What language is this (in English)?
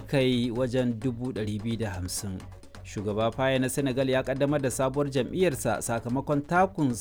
Hausa